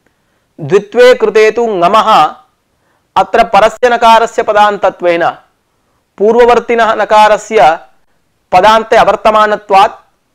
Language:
Sanskrit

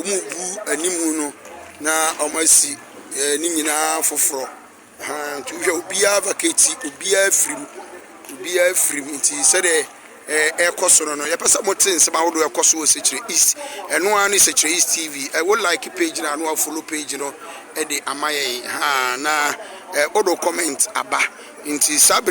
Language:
Akan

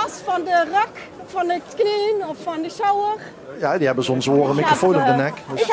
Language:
Limburgish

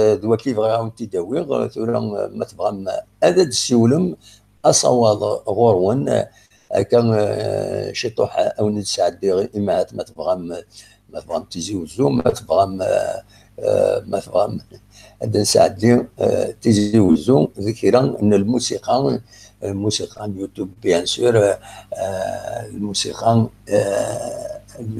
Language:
Kabyle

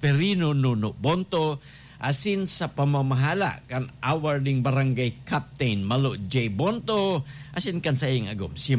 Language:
Bikol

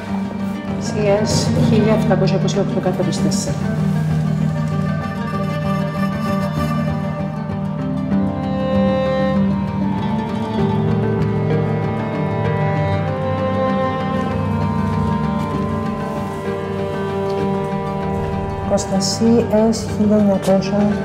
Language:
Greek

